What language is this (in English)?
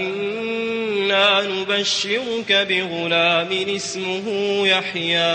Maranao